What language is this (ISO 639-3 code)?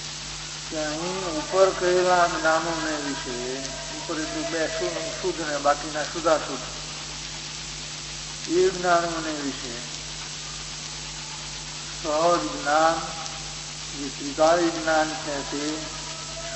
guj